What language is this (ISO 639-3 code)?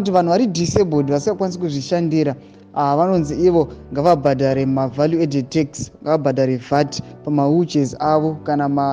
sna